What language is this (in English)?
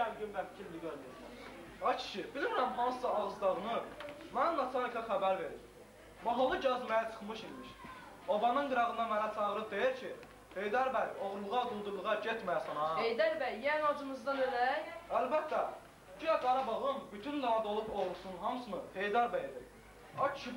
Azerbaijani